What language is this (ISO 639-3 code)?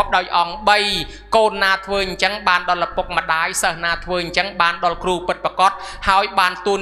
khm